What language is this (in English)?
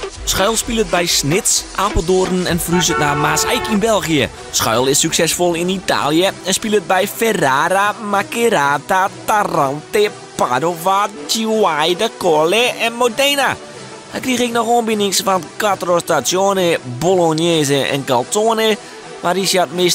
Western Frisian